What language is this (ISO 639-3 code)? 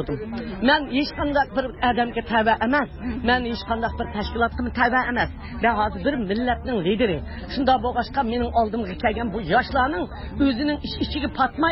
uig